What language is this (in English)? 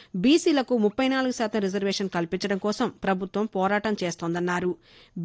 Telugu